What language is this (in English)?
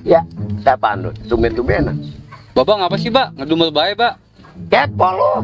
Betawi